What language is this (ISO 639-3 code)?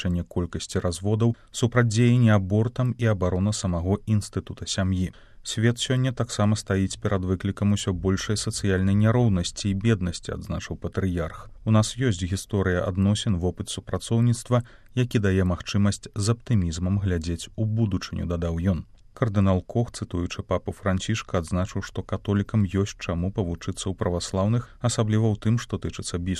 bel